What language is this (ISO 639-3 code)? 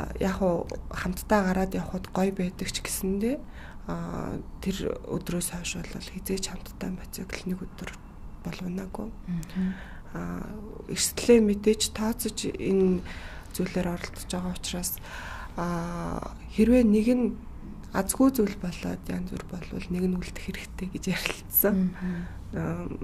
mon